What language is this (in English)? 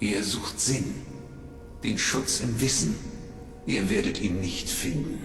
Bavarian